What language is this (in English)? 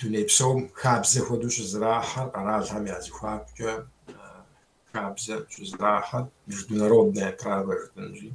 Kabardian